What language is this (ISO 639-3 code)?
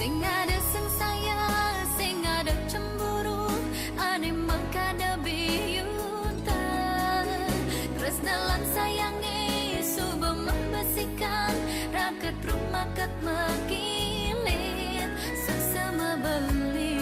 ban